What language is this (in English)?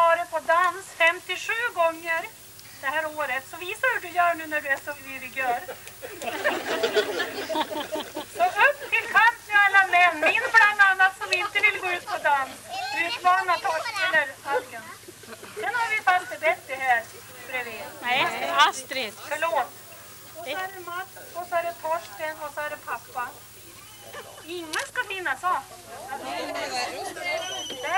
Swedish